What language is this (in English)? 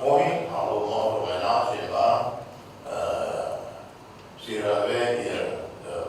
Tetum